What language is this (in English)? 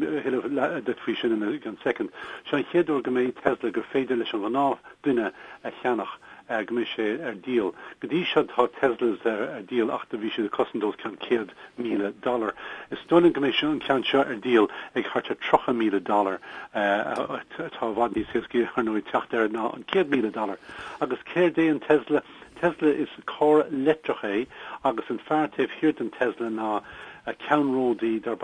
Irish